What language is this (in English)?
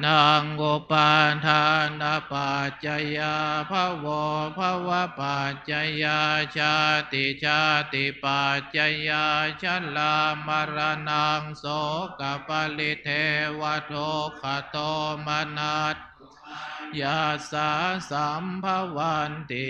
Pali